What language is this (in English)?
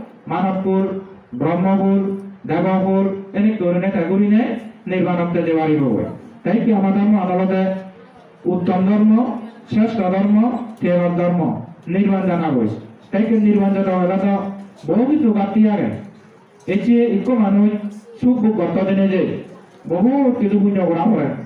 Chakma